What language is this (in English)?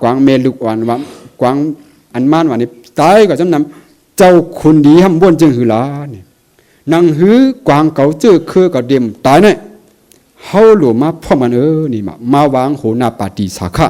Shan